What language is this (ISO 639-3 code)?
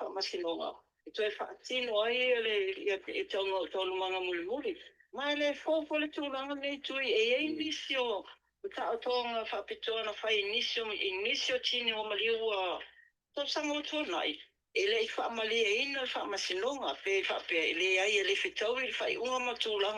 smo